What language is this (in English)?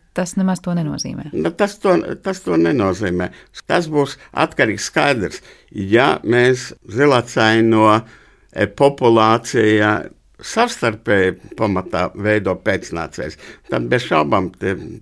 Latvian